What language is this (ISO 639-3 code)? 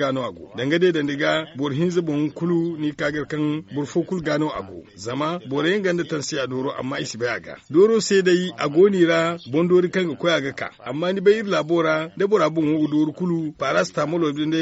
dje